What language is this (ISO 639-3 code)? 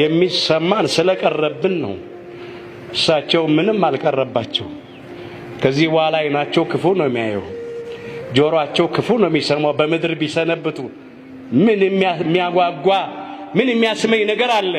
amh